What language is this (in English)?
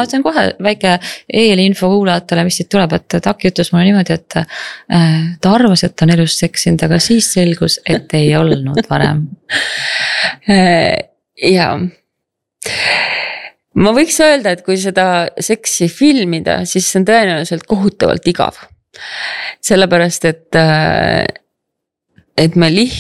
Estonian